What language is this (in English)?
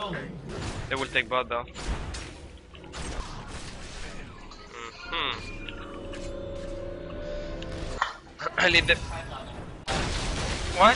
English